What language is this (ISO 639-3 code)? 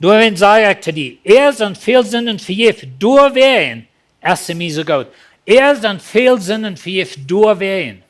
pdt